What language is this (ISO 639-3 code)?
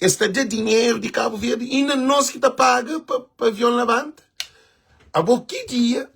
kea